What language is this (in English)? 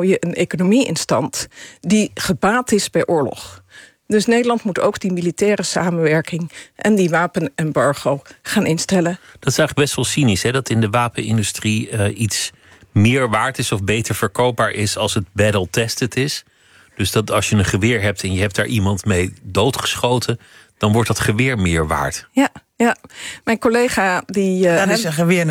Dutch